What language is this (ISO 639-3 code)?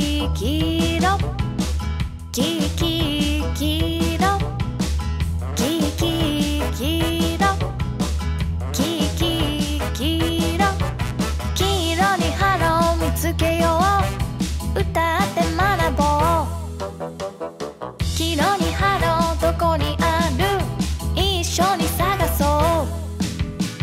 jpn